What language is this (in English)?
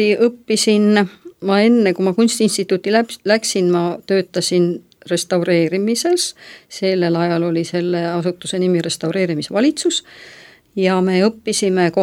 Estonian